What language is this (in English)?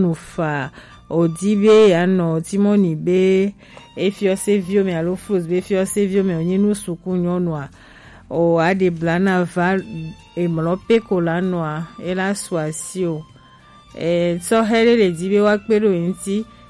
Gen